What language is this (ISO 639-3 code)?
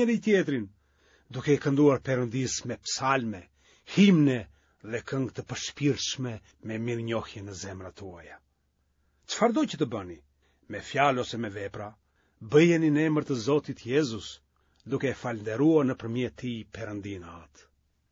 sqi